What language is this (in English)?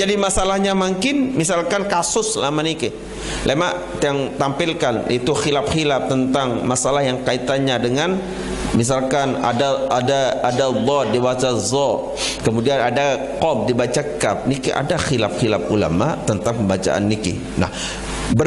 Sasak